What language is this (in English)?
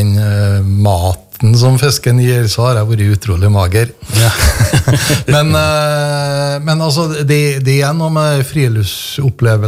Norwegian